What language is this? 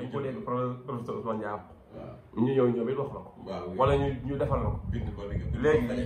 Wolof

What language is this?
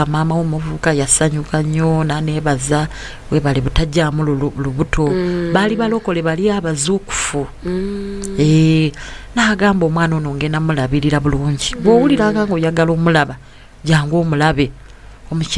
Ganda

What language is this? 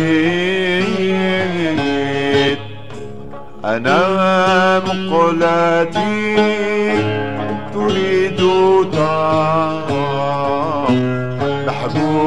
Arabic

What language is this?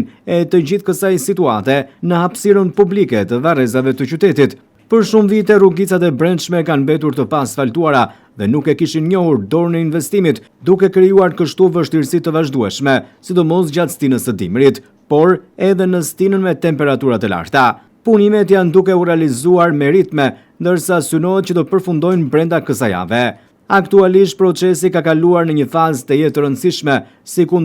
Albanian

